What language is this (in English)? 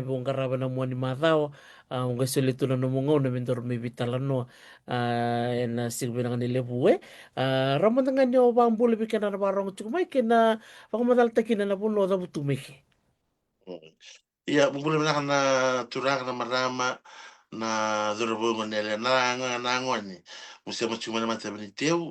Fijian